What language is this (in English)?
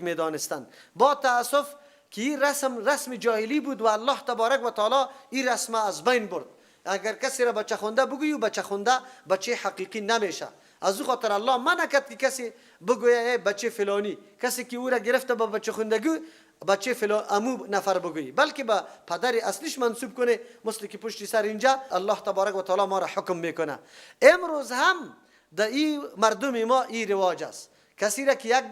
Persian